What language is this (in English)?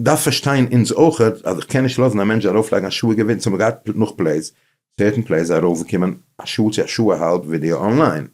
Yiddish